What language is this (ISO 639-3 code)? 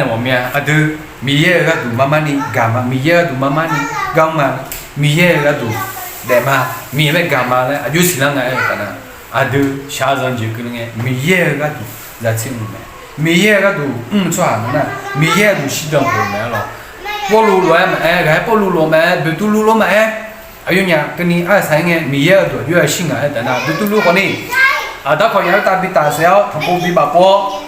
ahk